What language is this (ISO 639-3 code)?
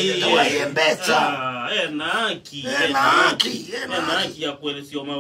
kam